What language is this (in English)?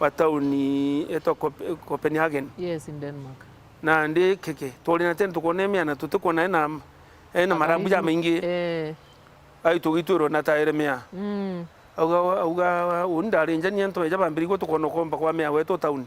Meru